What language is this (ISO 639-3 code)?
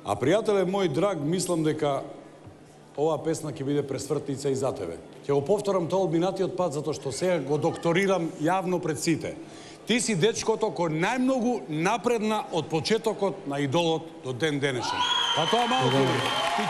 mkd